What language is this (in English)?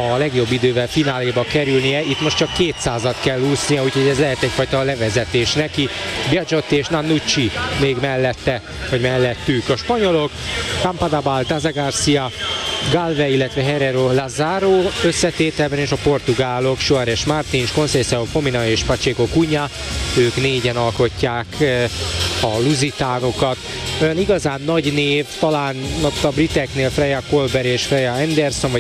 Hungarian